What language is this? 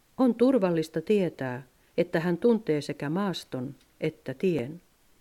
Finnish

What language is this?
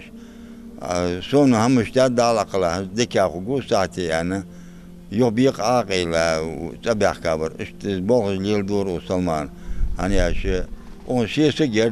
Ingush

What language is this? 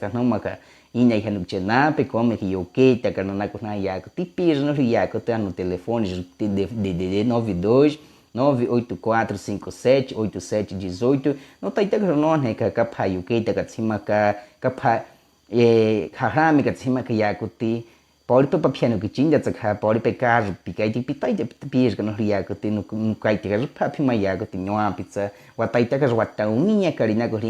Baniwa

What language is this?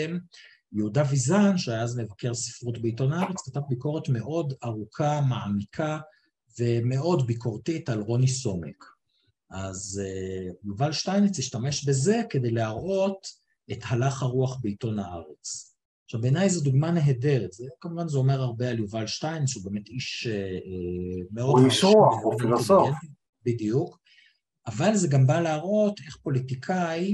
Hebrew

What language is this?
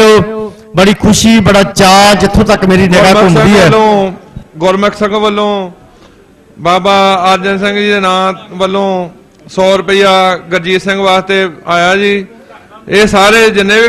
Punjabi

